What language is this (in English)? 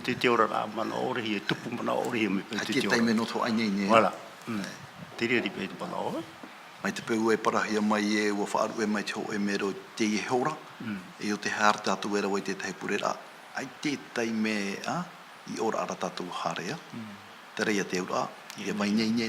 Tahitian